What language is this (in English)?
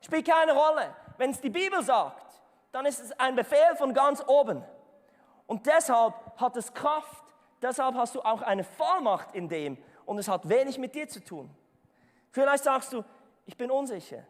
Swiss German